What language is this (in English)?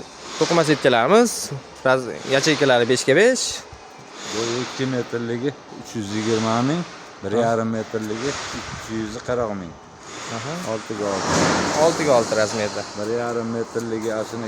Uzbek